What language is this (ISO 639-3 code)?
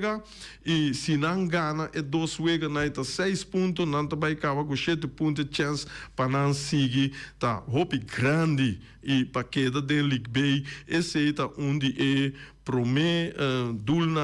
pap